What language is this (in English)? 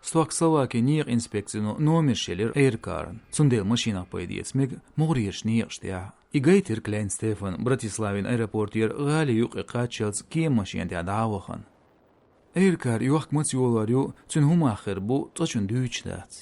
Chechen